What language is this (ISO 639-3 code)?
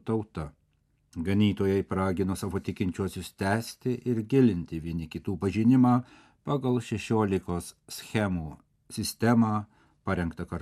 lit